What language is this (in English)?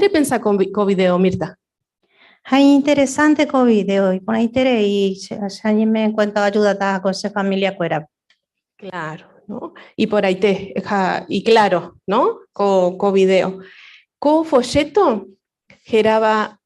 Guarani